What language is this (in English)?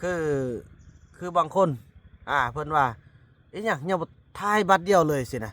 Lao